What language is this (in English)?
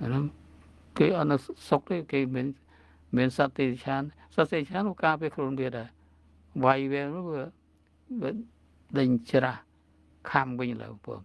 Khmer